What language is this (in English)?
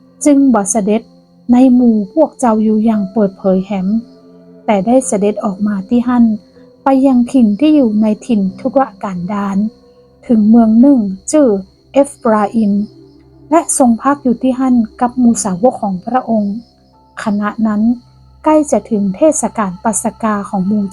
Northern Thai